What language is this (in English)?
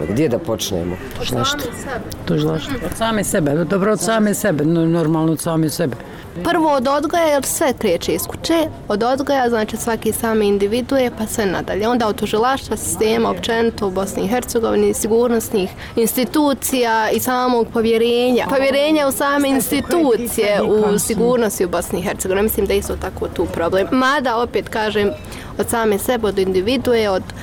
Bosnian